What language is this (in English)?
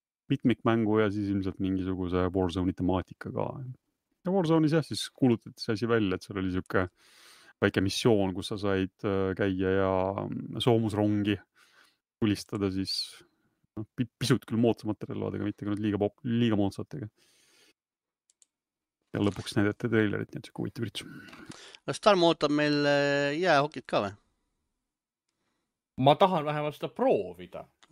Estonian